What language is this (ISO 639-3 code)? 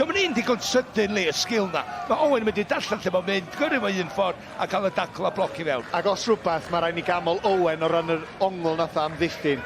cym